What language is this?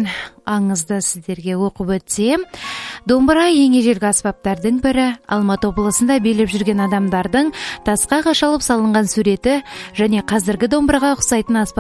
Kazakh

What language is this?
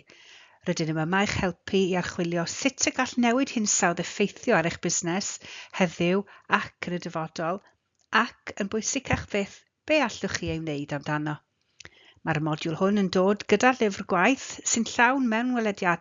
Welsh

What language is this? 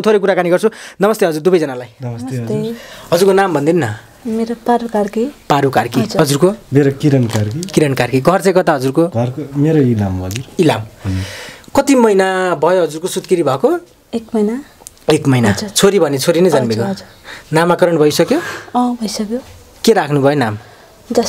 Nepali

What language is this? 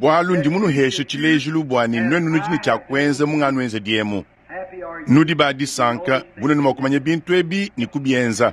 Luba-Lulua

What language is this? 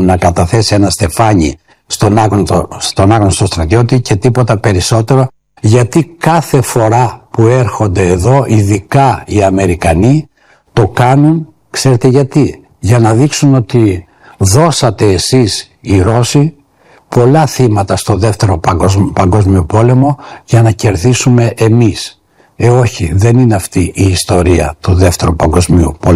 Greek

